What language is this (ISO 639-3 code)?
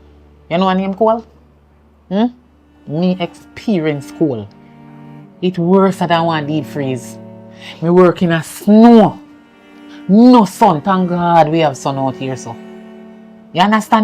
jam